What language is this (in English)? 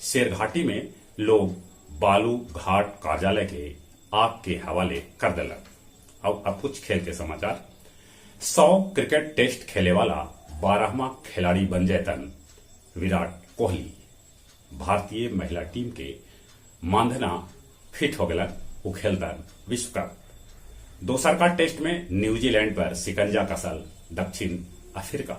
Magahi